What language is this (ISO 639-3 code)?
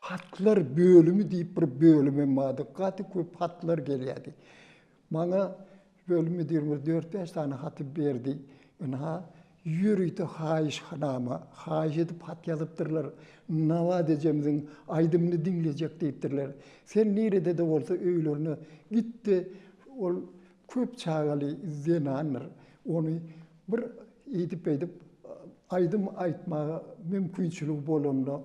tuk